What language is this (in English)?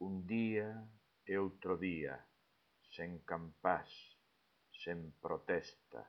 Galician